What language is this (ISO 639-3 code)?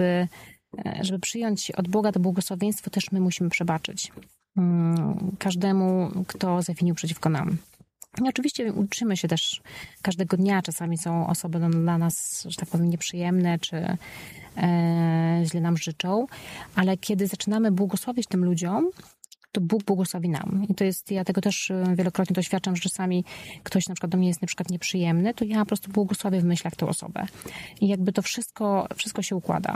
pol